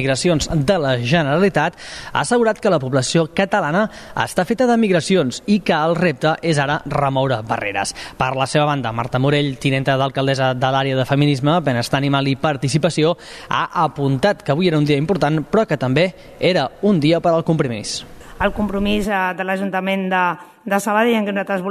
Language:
Catalan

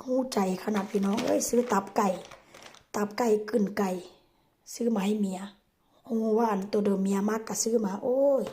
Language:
Northeastern Thai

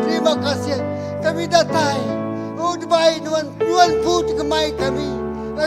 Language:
Iban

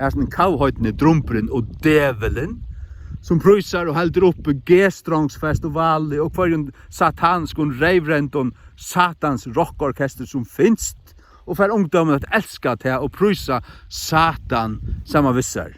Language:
Faroese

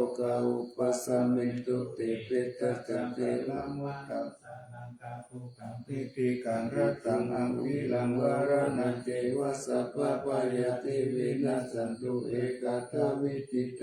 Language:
Pali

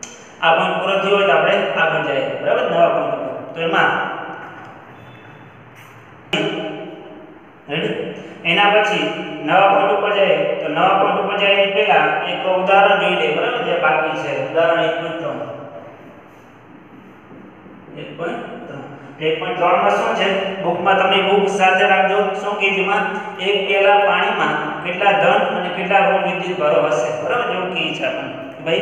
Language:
Gujarati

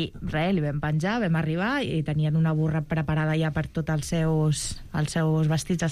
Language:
Catalan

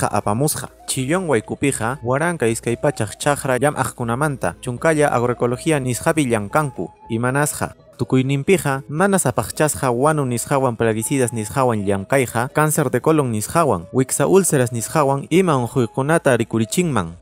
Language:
Quechua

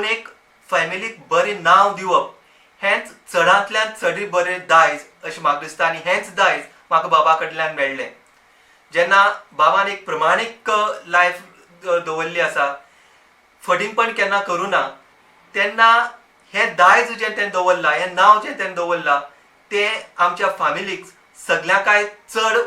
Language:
Konkani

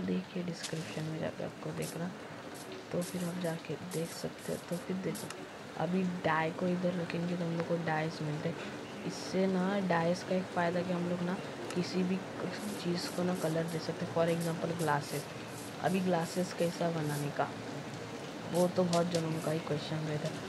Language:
Hindi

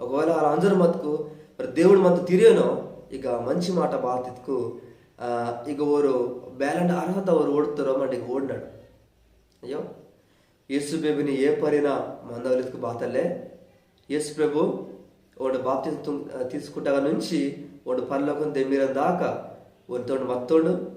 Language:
Koya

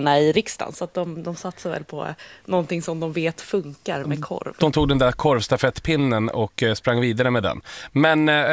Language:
Swedish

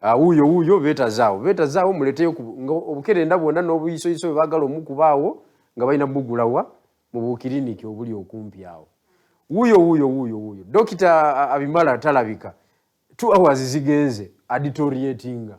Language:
Ganda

